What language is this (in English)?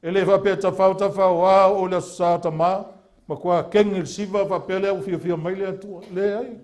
Samoan